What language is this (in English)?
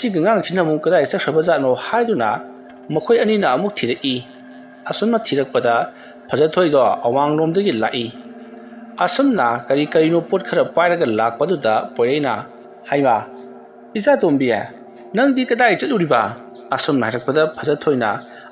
Manipuri